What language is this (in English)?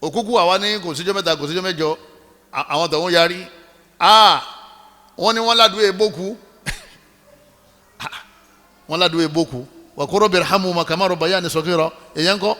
Yoruba